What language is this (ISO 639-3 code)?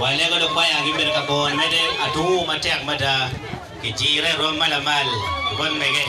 ach